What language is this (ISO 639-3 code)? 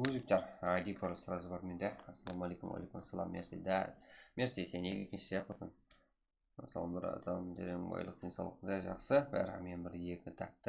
kaa